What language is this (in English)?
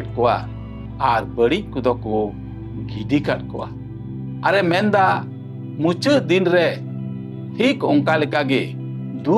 Santali